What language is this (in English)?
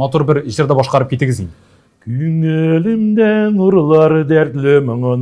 Tatar